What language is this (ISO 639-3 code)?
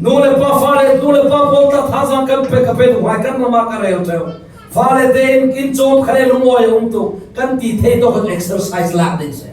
cfm